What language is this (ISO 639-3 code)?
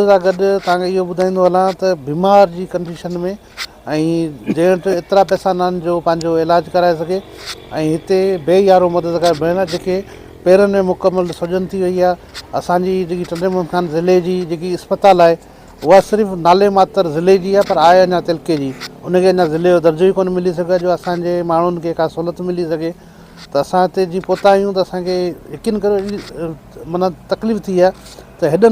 snd